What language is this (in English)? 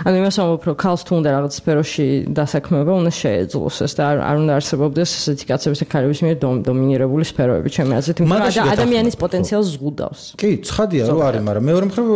Georgian